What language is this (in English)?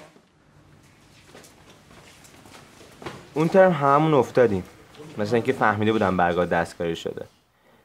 Persian